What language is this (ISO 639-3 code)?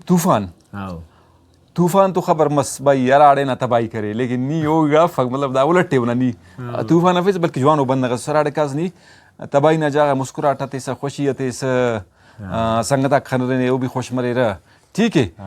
brh